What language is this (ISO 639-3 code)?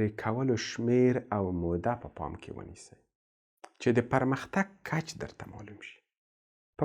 pus